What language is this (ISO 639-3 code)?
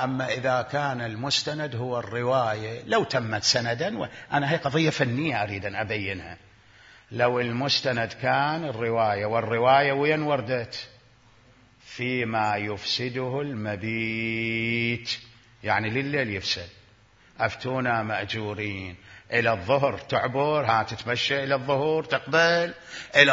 acm